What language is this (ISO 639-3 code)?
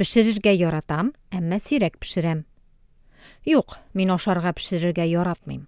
tat